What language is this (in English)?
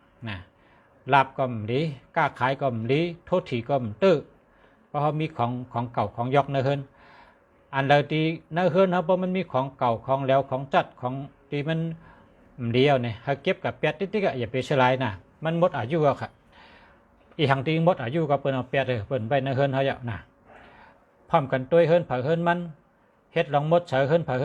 Shan